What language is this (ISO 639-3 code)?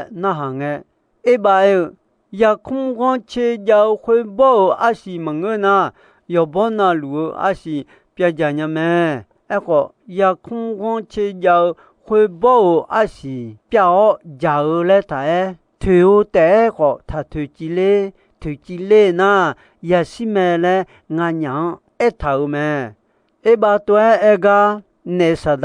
ahk